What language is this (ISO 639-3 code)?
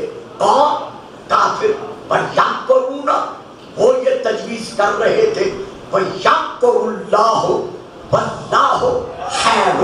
urd